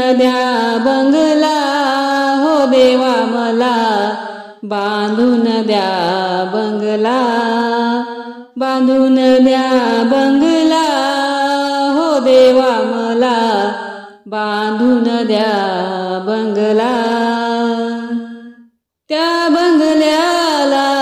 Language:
Marathi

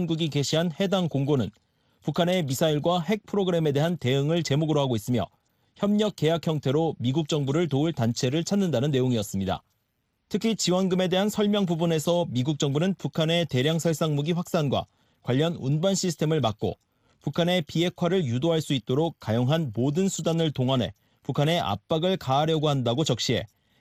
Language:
Korean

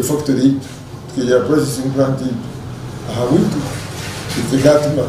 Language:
Nyankole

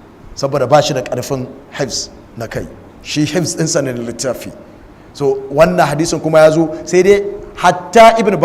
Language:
Hausa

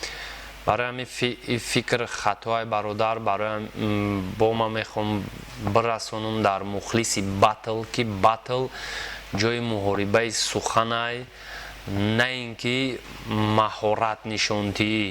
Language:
Tajik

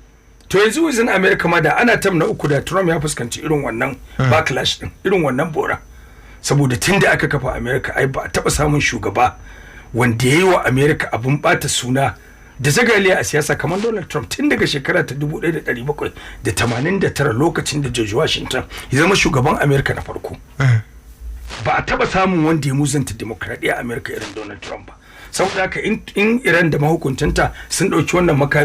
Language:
Hausa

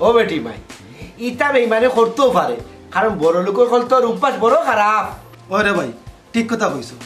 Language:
Sylheti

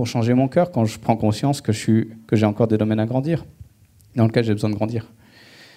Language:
French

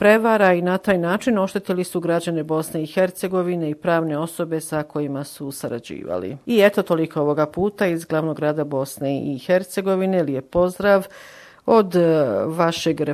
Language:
Bosnian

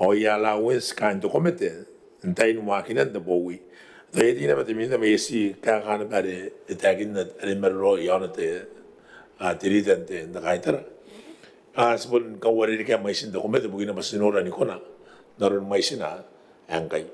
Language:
Gilbertese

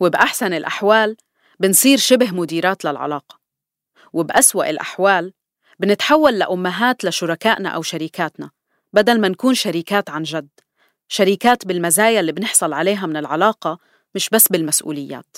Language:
North Levantine Arabic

